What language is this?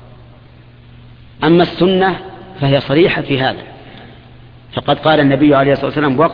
Arabic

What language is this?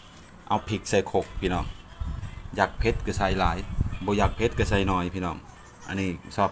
Lao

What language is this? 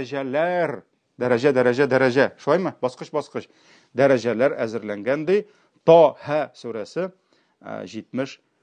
Tatar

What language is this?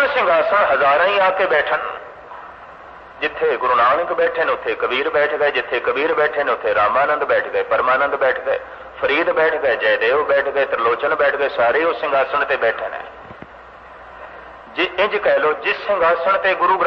Punjabi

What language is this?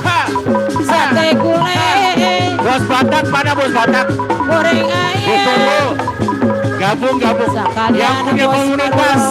Betawi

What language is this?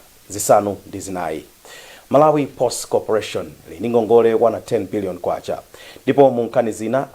Nyanja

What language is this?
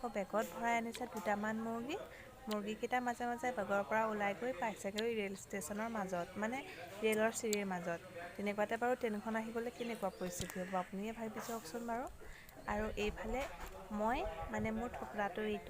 Assamese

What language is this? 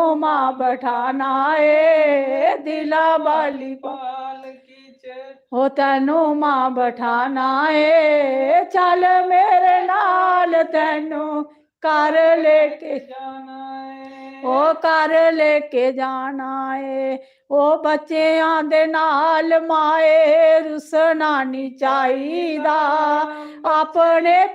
Dogri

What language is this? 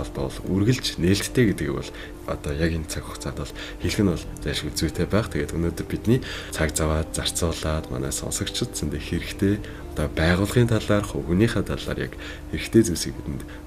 Mongolian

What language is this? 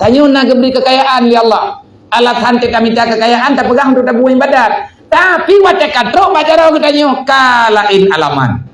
Achinese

